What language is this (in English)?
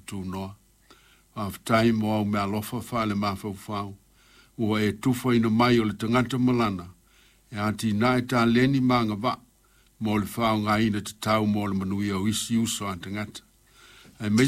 Samoan